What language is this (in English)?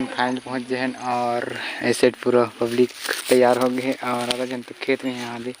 Chhattisgarhi